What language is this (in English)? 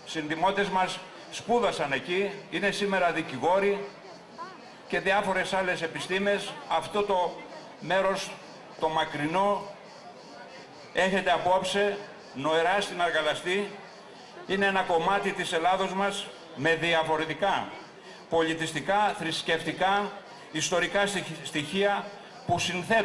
Greek